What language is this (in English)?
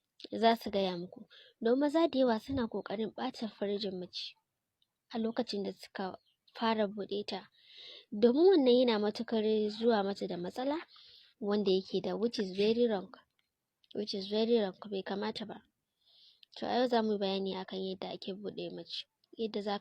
Hausa